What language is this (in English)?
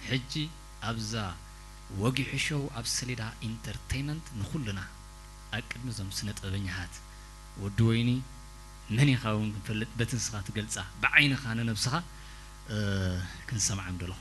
Tigrinya